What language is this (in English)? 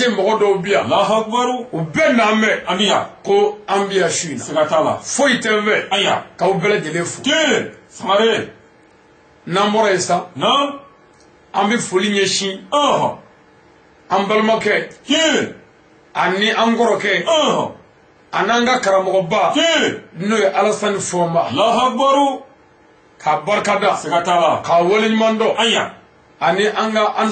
Bambara